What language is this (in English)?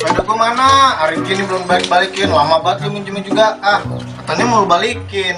Betawi